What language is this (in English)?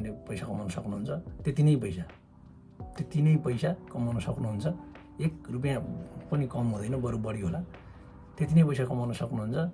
Nepali